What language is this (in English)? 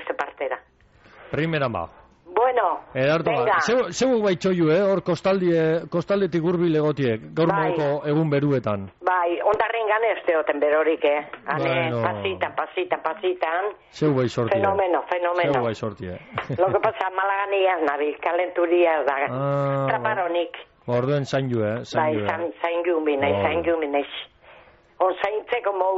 Basque